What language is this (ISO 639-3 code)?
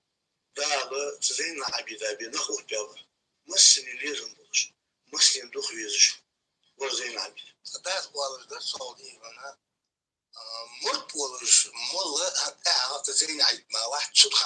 inh